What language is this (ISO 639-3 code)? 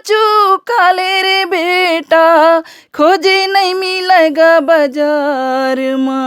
hne